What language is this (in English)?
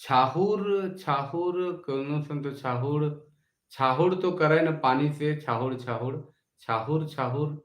Sadri